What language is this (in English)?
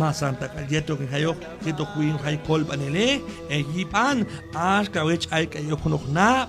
Q'anjob'al